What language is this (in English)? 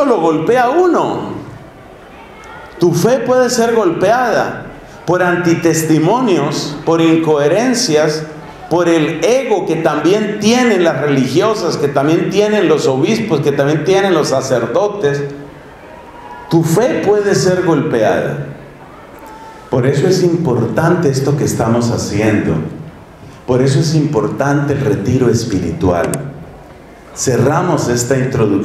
Spanish